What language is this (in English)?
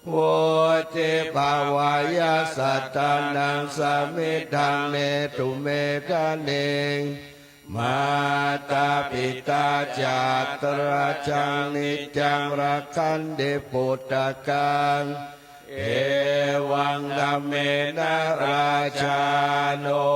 Pali